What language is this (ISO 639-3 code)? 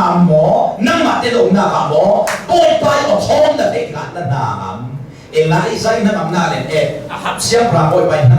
cnh